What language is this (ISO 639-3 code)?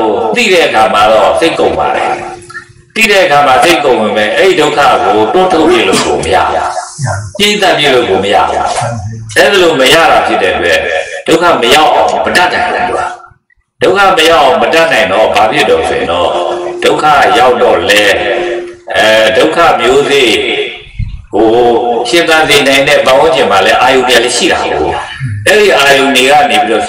mya